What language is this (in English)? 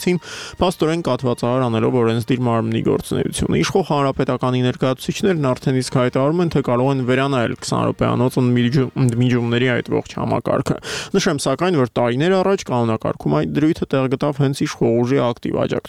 Armenian